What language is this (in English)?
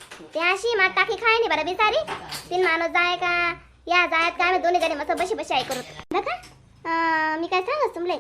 Khandesi